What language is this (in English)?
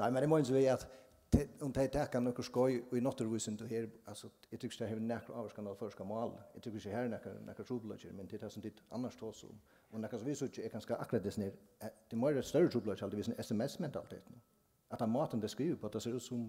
Faroese